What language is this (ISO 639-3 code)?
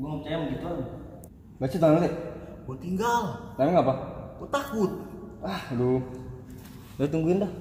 bew